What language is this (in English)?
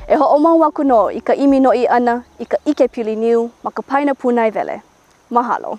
Hawaiian